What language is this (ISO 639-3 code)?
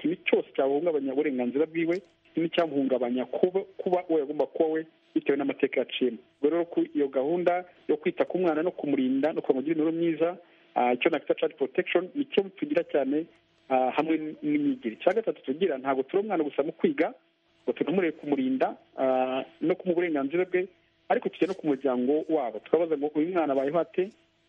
kin